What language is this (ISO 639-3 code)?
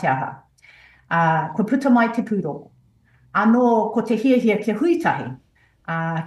mri